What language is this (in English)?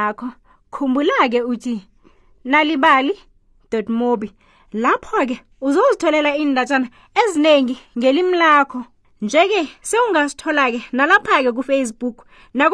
South Ndebele